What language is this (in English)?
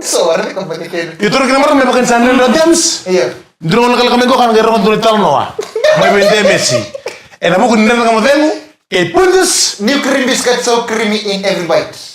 Fijian